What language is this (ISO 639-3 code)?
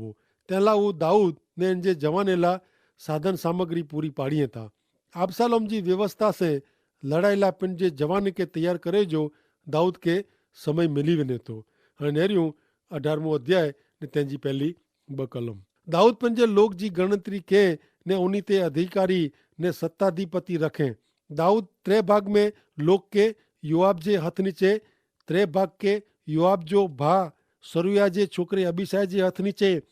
kfr